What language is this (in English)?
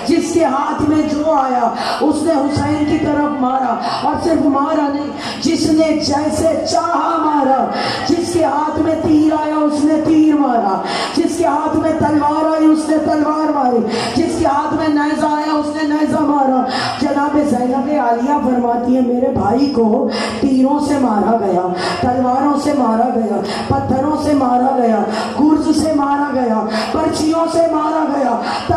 Urdu